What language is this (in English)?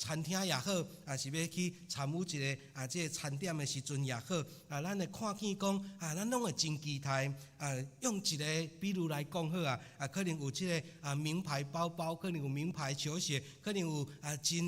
Min Nan Chinese